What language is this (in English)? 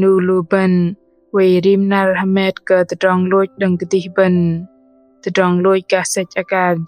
Bahnar